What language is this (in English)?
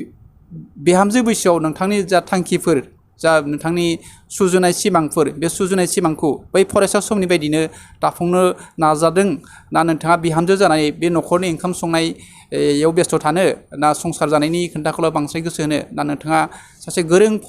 Bodo